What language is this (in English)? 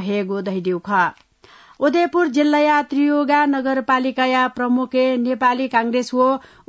Newari